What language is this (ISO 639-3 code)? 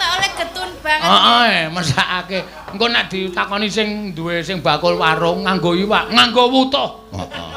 jav